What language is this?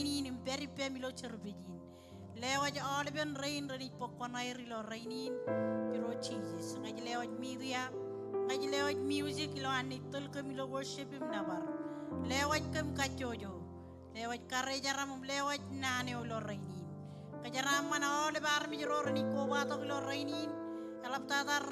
Marshallese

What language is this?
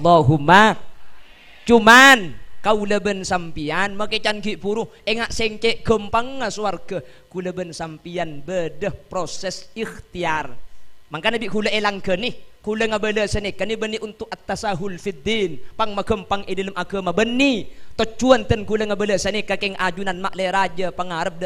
Madurese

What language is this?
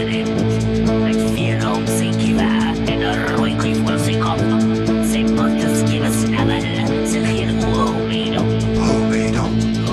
Afrikaans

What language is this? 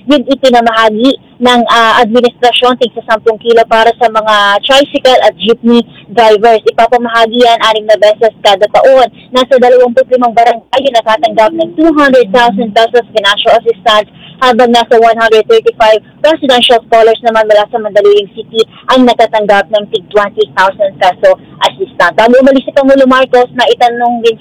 Filipino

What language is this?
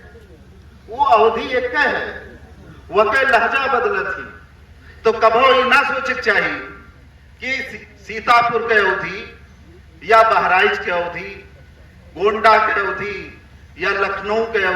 Awadhi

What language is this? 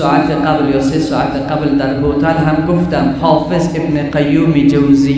Tajik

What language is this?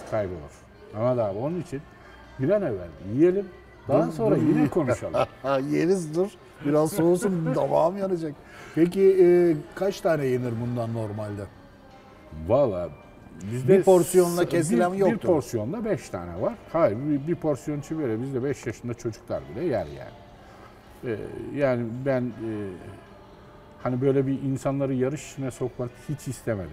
Turkish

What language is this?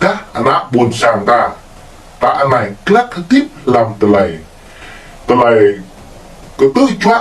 Jarai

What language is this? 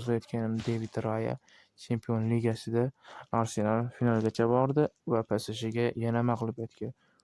Uzbek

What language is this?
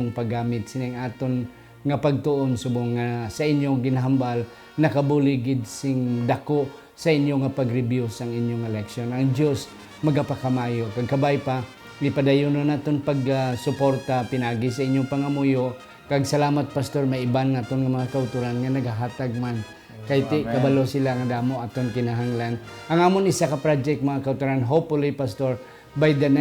Hiligaynon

